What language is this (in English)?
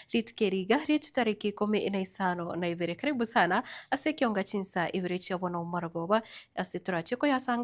Gusii